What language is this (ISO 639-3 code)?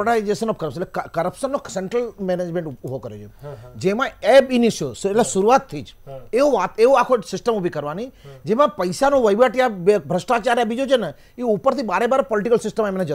guj